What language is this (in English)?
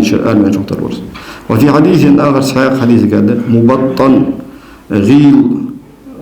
Ingush